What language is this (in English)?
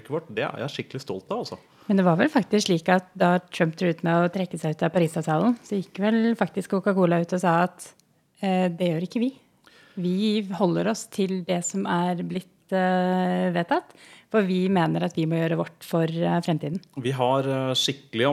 Norwegian